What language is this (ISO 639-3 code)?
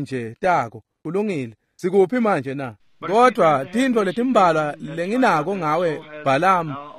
ssw